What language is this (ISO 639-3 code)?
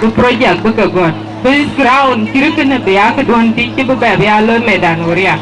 din